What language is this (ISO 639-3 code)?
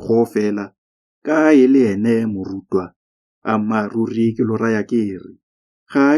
tsn